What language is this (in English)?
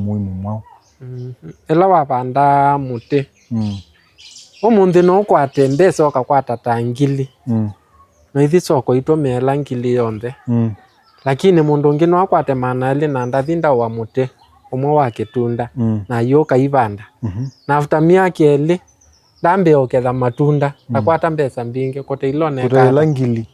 Kamba